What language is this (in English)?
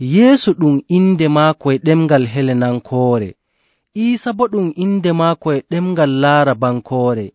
Nigerian Fulfulde